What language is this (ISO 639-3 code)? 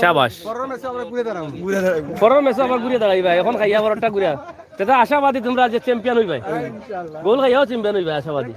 syl